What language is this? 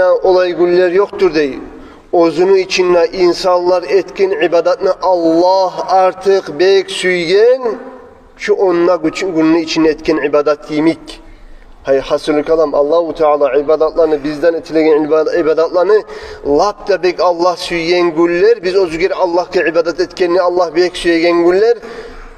Kumyk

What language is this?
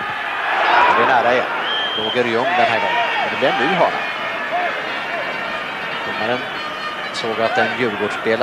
Swedish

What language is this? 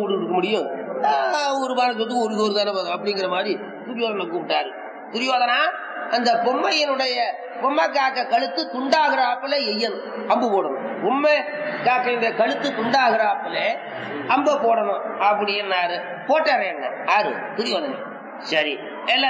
Tamil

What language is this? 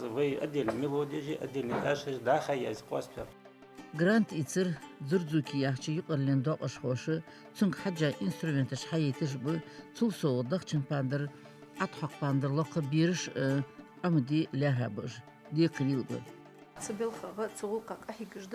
Ingush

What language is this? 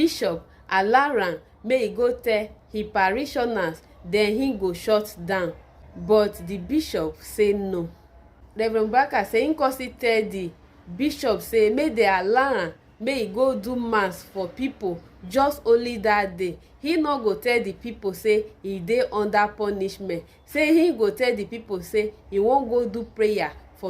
Nigerian Pidgin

